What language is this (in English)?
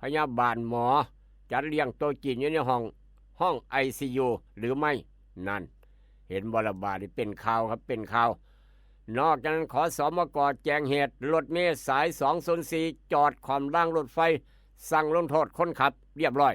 Northeastern Thai